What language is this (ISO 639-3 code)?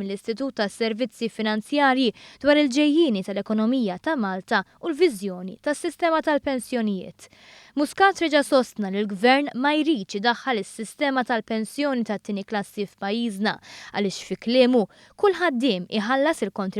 mlt